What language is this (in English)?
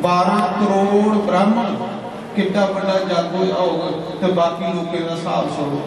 Dogri